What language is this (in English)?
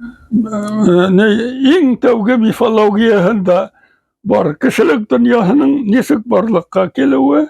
Bashkir